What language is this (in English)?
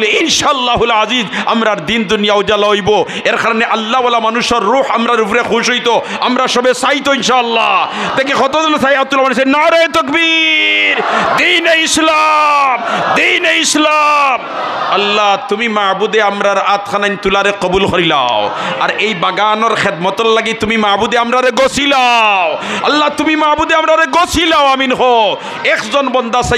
Sylheti